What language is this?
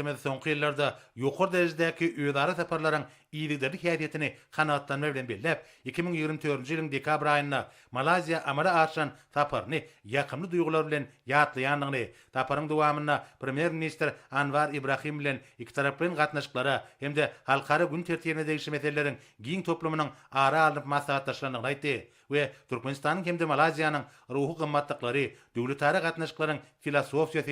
Turkmen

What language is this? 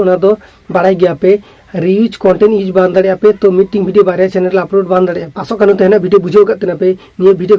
Santali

